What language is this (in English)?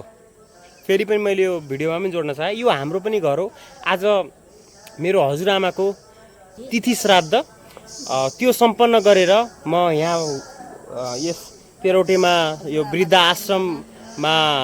Nepali